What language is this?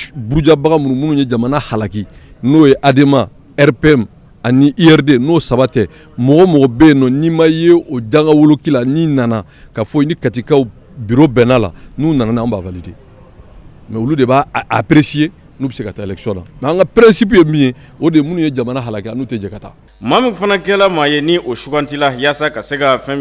Bambara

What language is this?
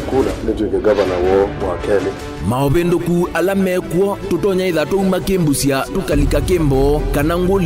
Kamba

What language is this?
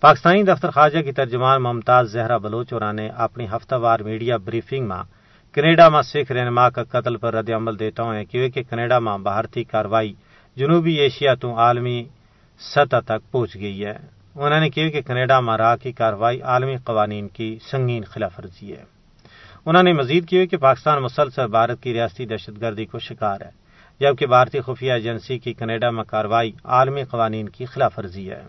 Gujari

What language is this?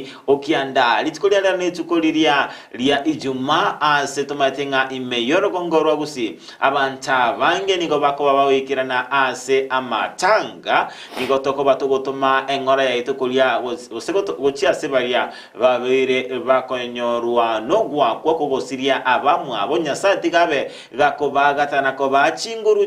Gusii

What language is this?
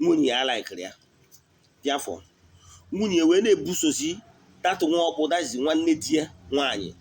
Igbo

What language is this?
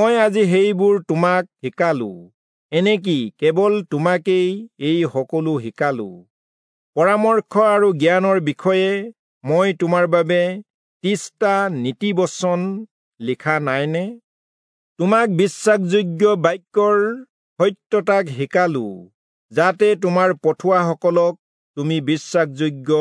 Assamese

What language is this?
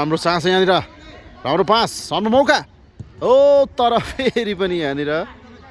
Nepali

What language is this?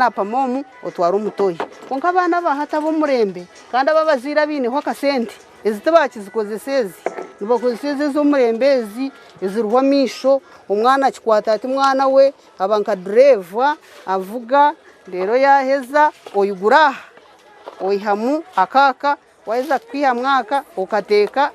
Nyankole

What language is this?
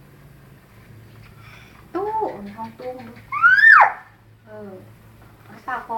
Lao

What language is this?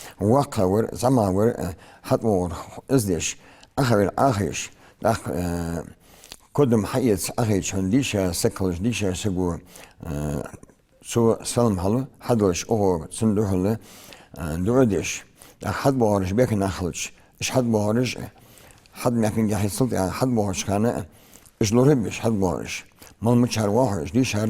Ingush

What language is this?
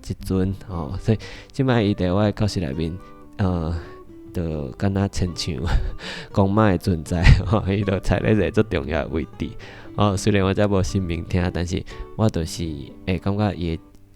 Min Nan Chinese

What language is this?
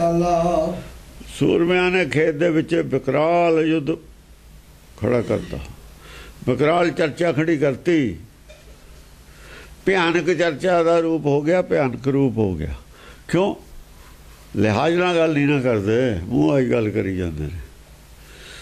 Punjabi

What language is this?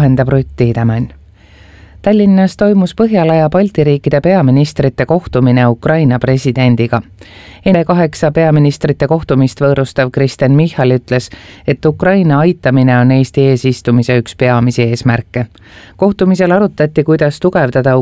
Estonian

